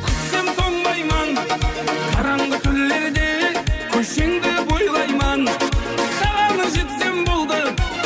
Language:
Kara-Kalpak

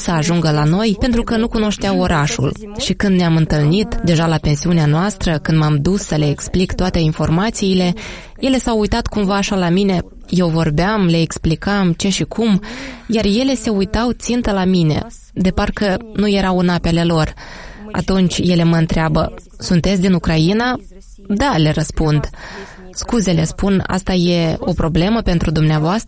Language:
Romanian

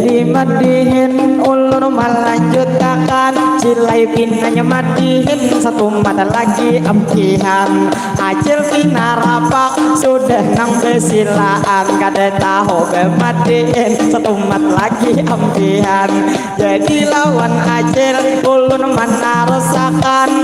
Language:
Banjar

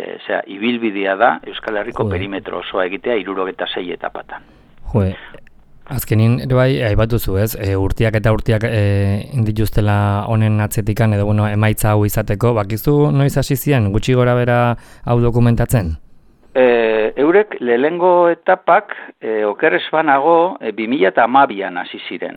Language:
Basque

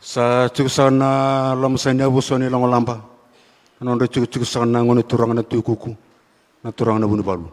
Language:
Fijian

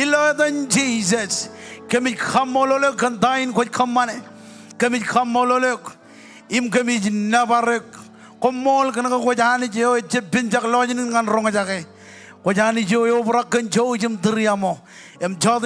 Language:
Marshallese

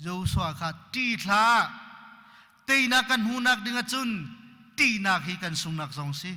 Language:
Hakha Chin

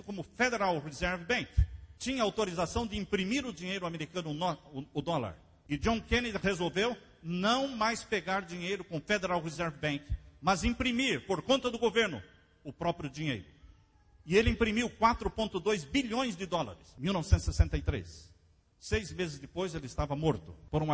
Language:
Portuguese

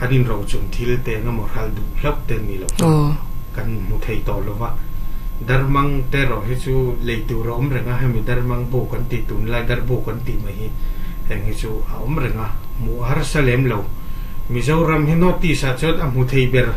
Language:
Mizo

